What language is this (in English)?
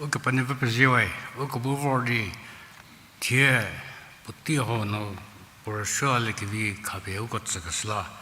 Angami Naga